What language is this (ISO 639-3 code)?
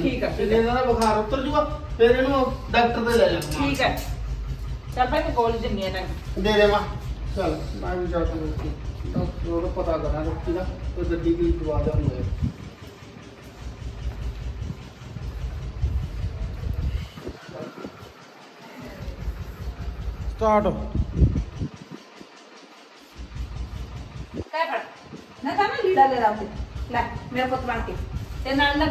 pan